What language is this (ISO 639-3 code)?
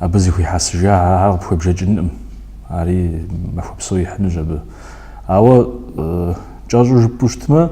kbd